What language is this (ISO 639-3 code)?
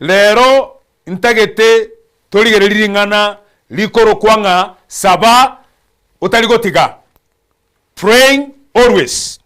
guz